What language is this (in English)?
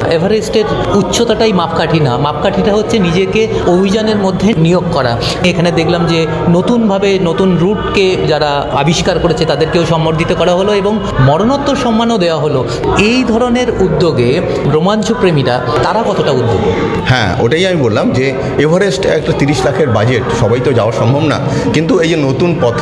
Bangla